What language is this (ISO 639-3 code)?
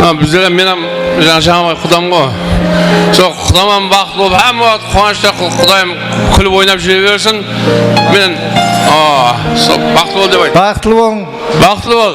kaa